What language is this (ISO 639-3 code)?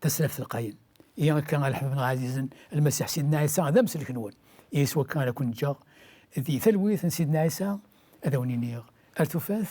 kab